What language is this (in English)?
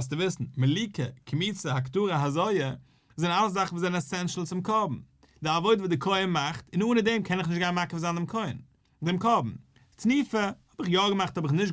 Yiddish